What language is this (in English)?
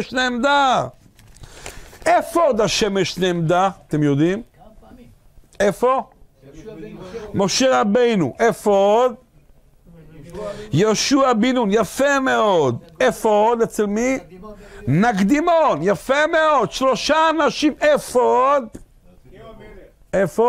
Hebrew